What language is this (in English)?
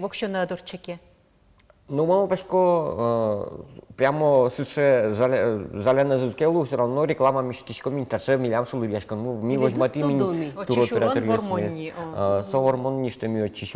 Udmurt